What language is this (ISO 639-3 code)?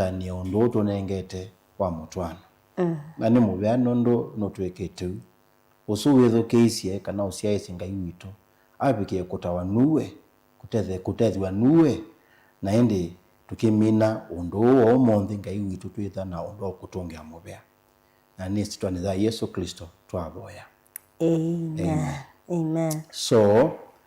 kam